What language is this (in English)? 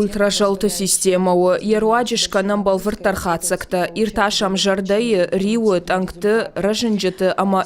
Ossetic